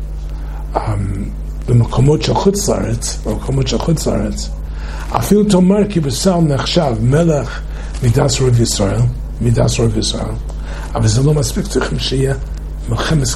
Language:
Hebrew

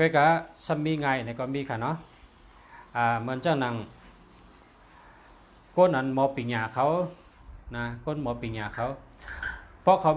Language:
Shan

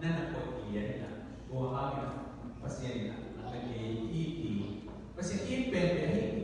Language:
Tedim Chin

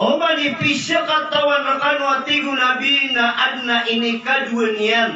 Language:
Maranao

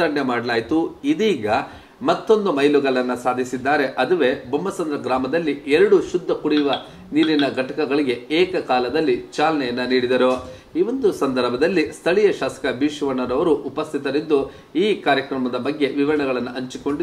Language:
Kannada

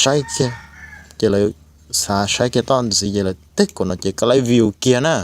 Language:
Hmong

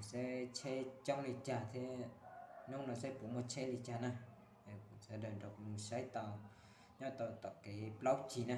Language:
Hmong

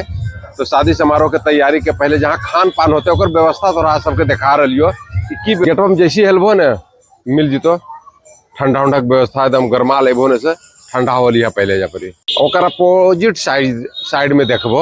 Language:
Magahi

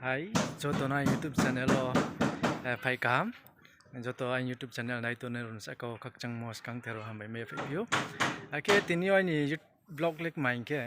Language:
Riang (India)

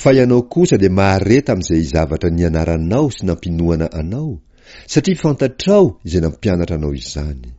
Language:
Malagasy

